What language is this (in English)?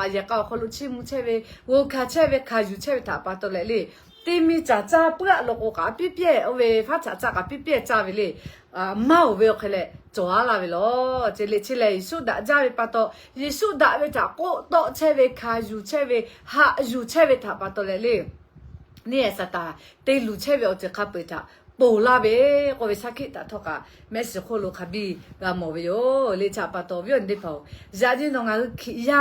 Lahu